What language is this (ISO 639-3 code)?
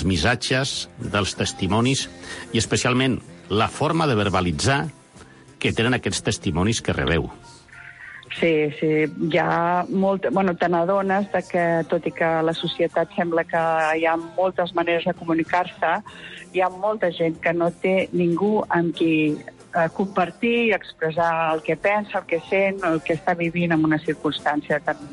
cat